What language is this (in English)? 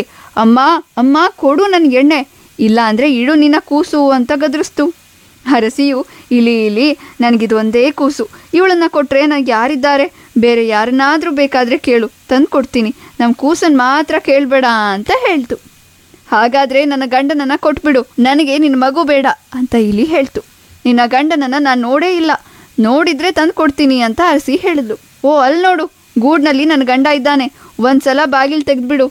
Kannada